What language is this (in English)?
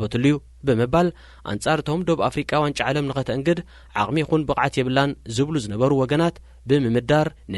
Tigrinya